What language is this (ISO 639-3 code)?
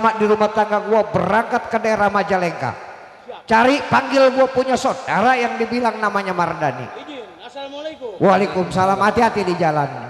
bew